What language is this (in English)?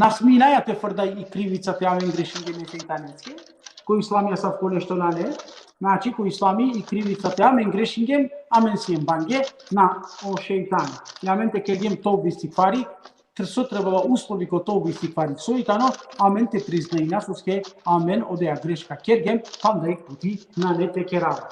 Balkan Romani